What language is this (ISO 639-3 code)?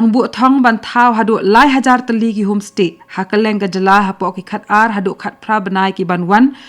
kha